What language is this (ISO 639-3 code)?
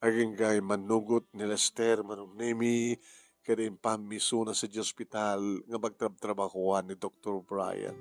ilo